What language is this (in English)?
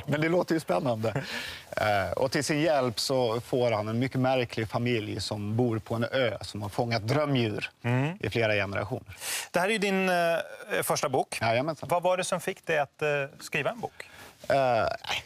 Swedish